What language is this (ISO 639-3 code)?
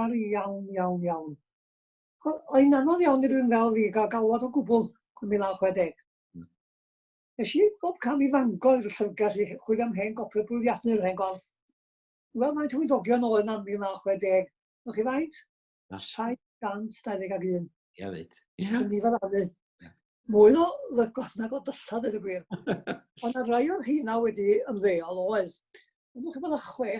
cym